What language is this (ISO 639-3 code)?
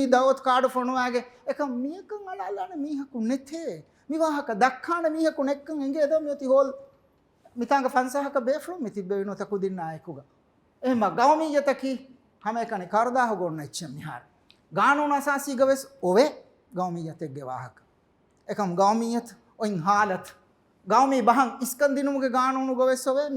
div